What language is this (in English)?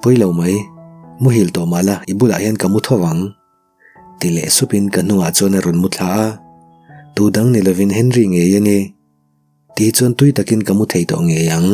Mizo